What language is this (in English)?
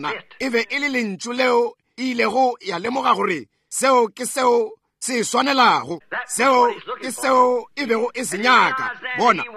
Northern Sotho